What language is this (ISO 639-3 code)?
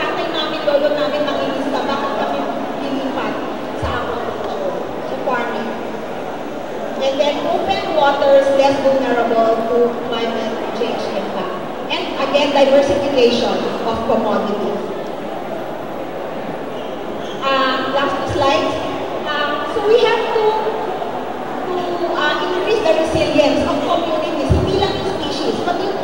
fil